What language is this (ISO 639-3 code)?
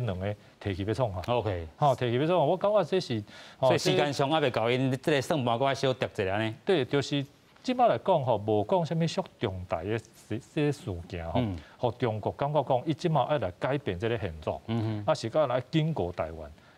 nan